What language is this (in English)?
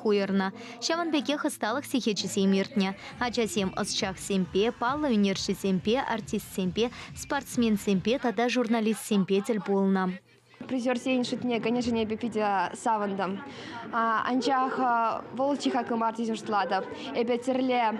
Chuvash